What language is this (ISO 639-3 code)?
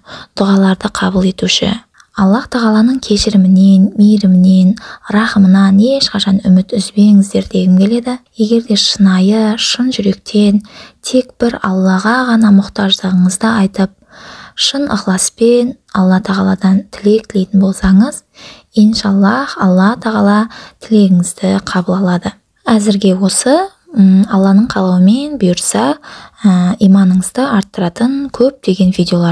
kaz